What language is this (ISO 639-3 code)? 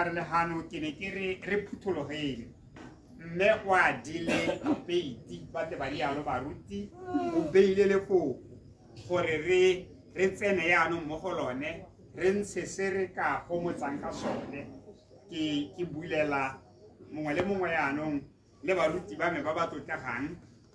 tsn